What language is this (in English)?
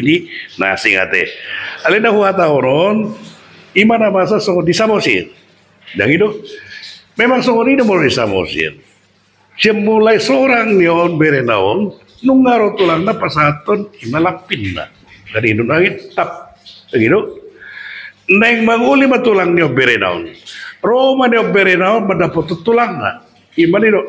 Batak Toba